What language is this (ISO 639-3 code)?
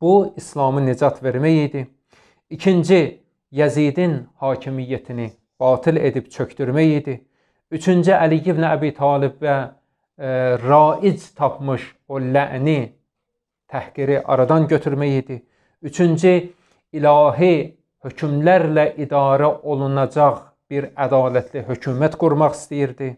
aze